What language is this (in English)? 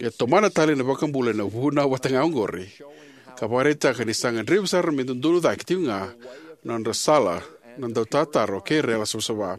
Fijian